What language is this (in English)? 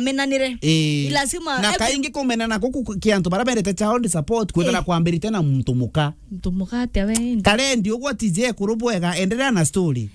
Meru